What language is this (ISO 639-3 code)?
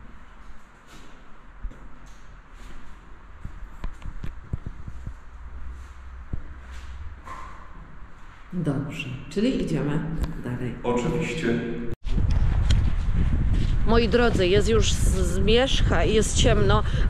pol